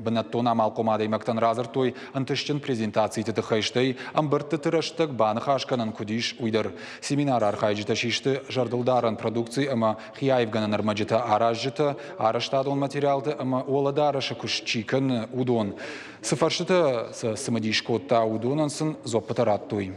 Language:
Ossetic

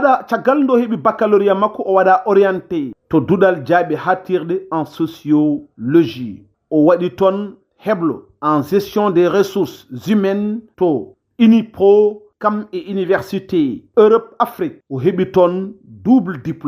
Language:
Fula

